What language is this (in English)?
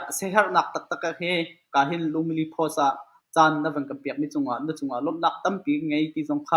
Hakha Chin